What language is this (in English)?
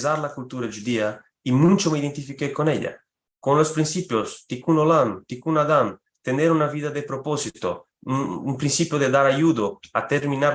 Ladino